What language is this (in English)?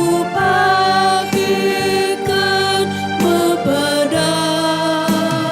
Batak Karo